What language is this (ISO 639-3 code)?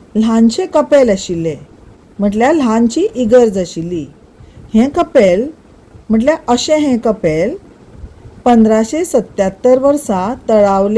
kok